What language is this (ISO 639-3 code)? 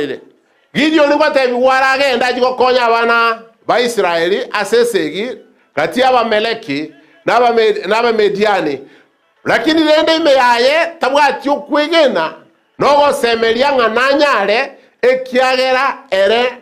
guz